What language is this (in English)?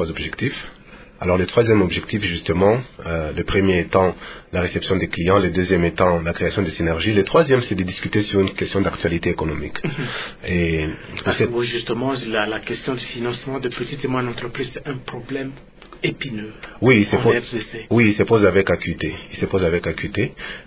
French